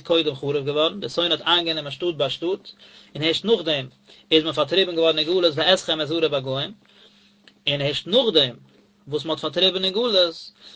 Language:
Yiddish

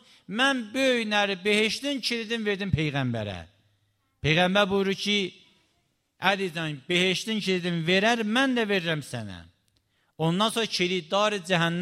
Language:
Azerbaijani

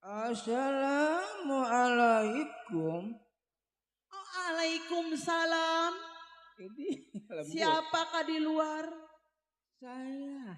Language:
Betawi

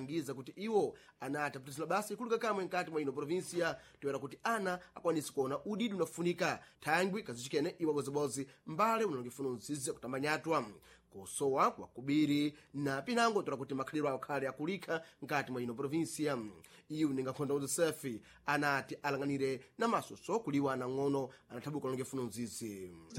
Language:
Sena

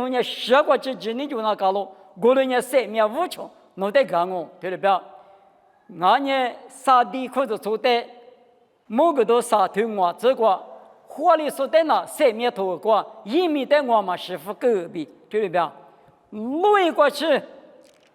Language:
Lisu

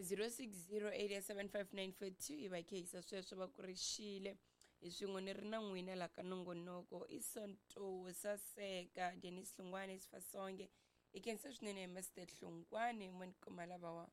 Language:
Tsonga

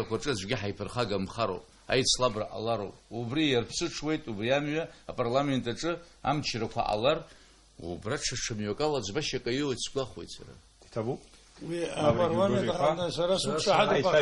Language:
Abkhazian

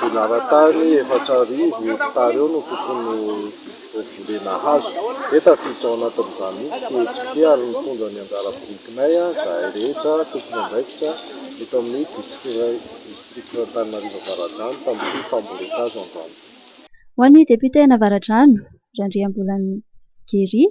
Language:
Malagasy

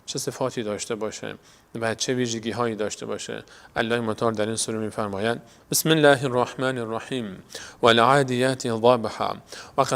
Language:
Persian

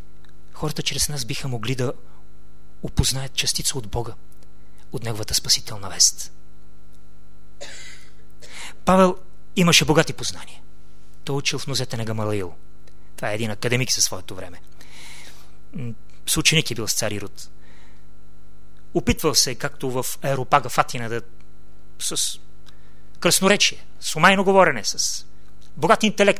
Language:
Bulgarian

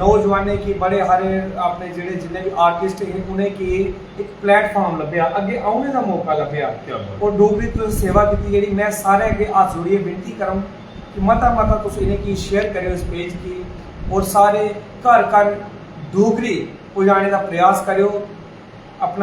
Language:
Dogri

